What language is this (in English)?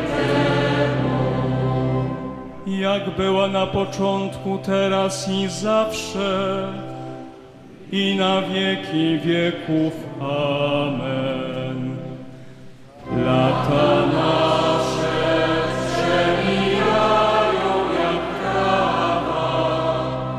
Polish